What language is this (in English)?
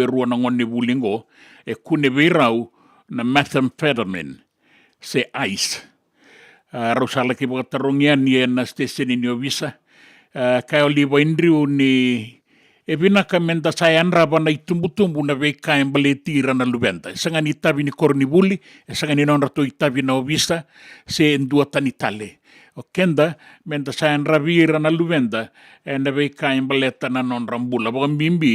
Fijian